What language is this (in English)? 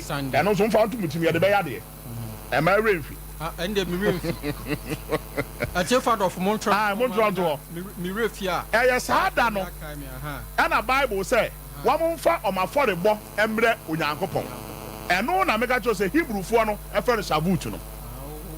Akan